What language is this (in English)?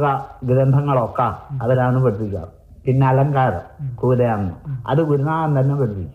Malayalam